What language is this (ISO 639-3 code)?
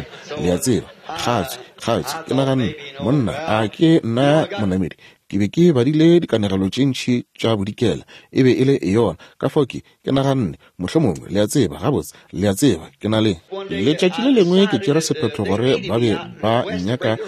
nso